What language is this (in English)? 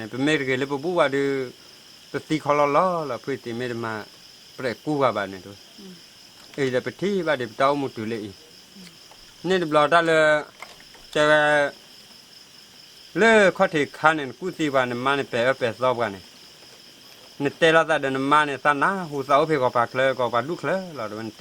S'gaw Karen